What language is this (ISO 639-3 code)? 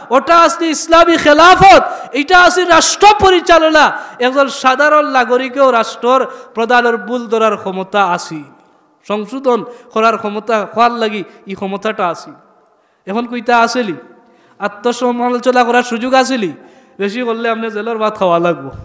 syl